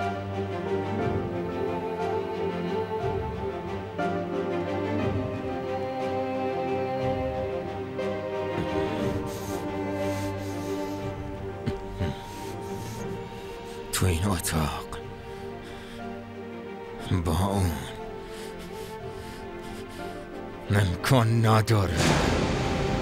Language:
Persian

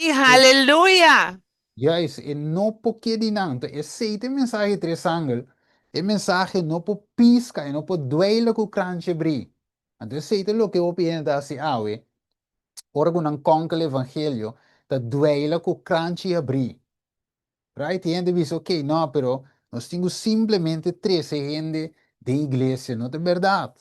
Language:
Papiamento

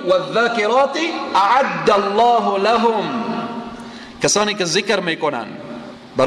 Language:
Persian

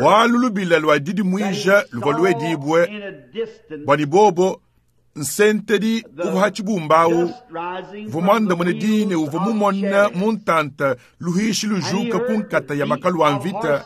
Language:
Luba-Lulua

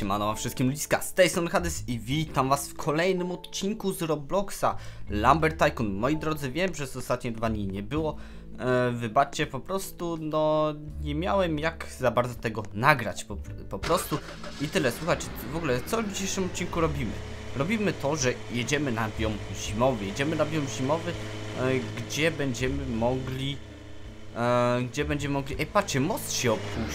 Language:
Polish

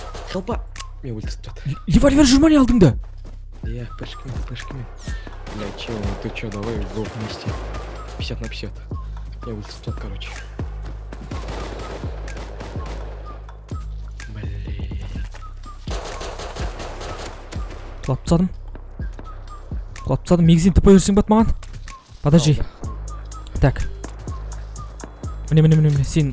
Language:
Kazakh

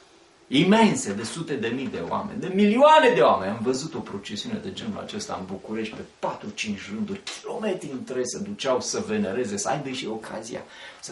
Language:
Romanian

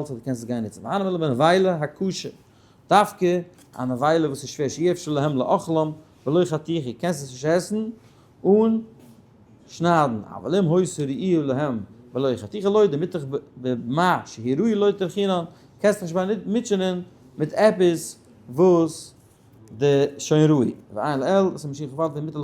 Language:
Yiddish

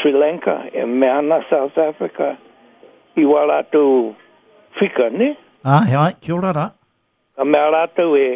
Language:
Māori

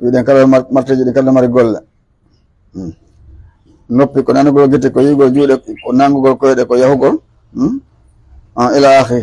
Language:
Fula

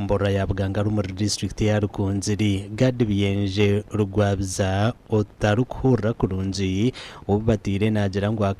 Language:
Nyankole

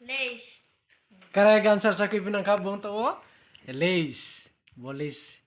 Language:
Riang (India)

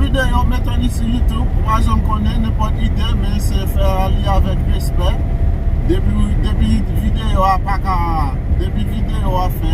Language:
Haitian Creole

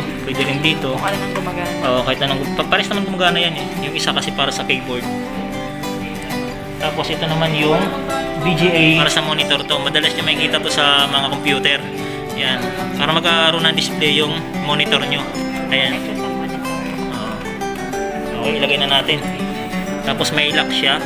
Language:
Filipino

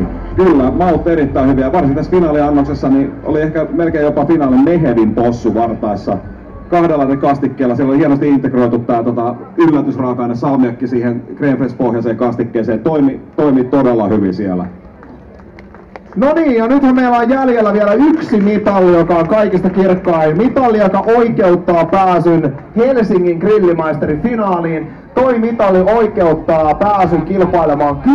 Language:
Finnish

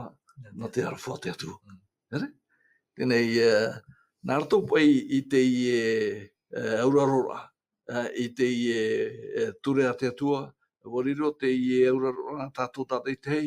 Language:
Tahitian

